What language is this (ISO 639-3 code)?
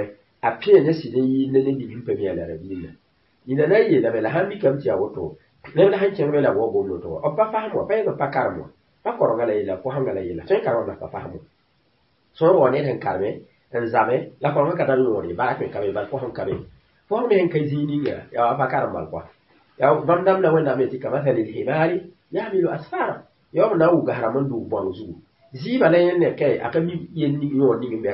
mos